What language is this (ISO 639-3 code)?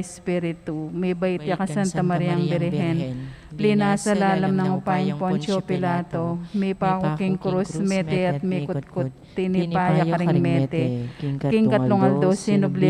pam